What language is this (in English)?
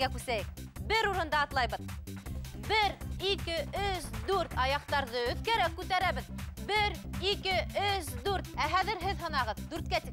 Bashkir